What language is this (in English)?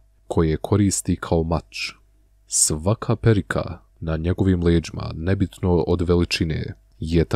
Bosnian